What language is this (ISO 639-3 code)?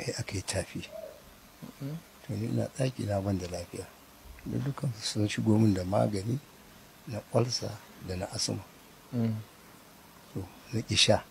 hau